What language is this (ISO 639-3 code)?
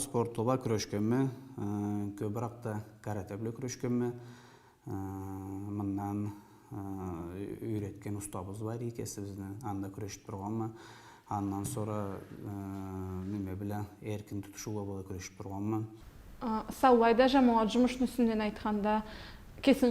krc